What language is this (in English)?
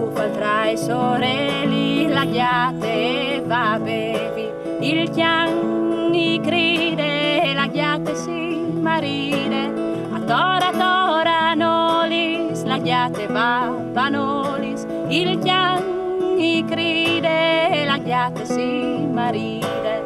Friulian